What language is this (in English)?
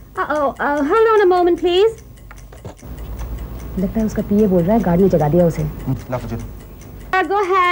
Hindi